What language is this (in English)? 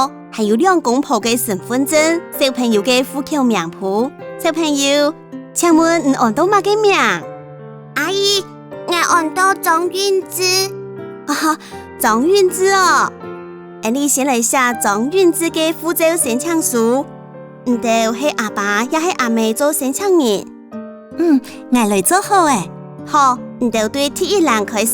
Hakka Chinese